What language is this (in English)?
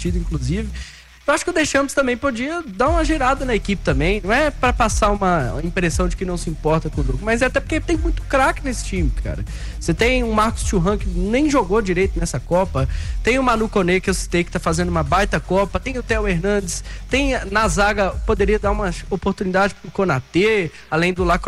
Portuguese